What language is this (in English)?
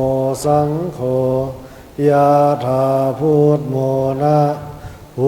Pali